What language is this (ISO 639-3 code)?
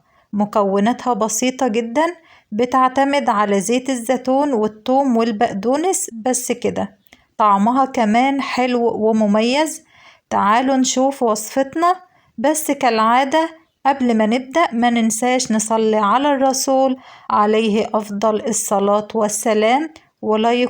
arz